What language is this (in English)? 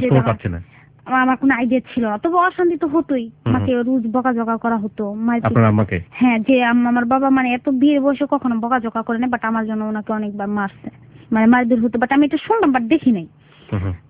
Bangla